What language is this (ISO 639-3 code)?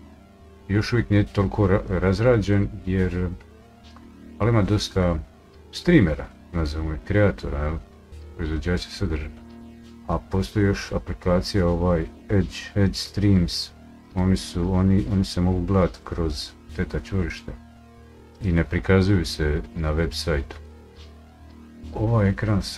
hrv